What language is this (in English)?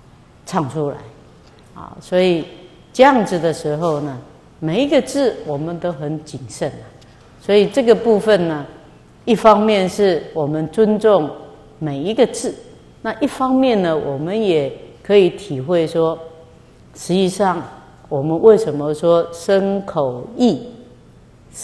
Chinese